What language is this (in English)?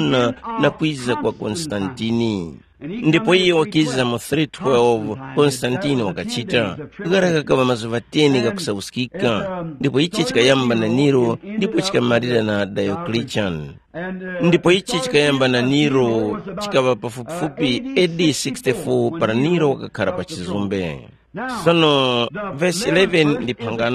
Tumbuka